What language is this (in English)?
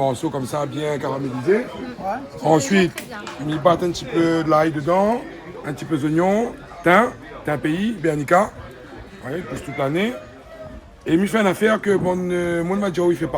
Réunion Creole French